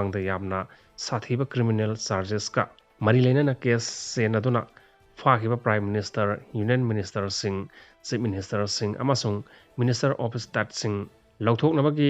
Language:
Manipuri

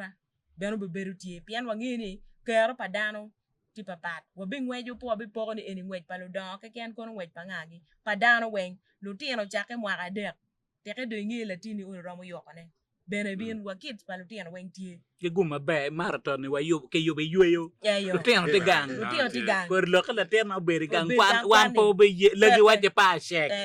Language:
Acoli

